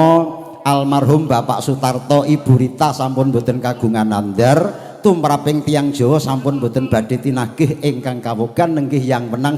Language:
Javanese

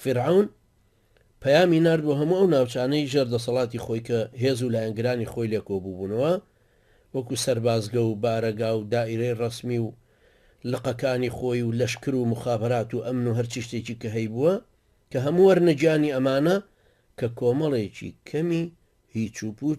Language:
Central Kurdish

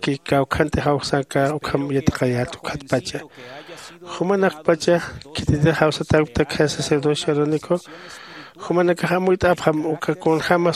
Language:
Aymara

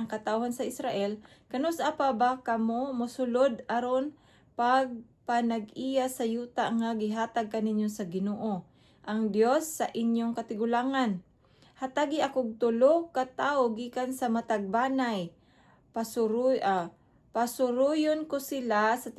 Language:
Cebuano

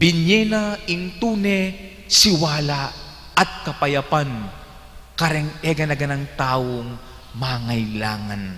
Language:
Pampanga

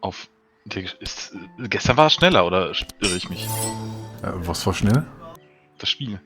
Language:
Swiss German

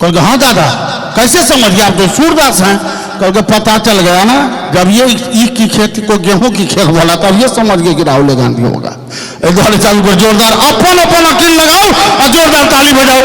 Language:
Maithili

